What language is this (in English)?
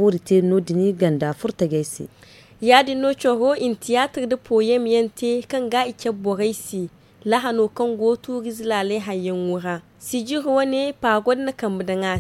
Zarma